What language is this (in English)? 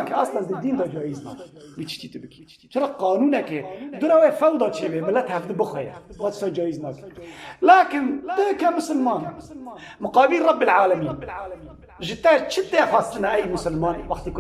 Kurdish